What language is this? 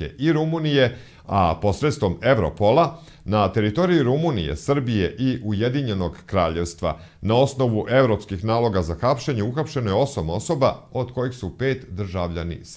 Serbian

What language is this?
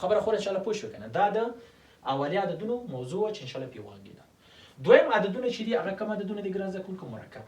Pashto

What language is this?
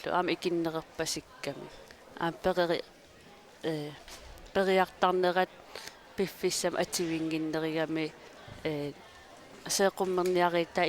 Kalaallisut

